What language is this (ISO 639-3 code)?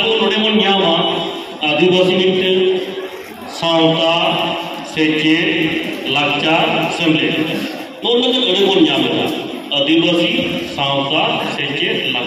sat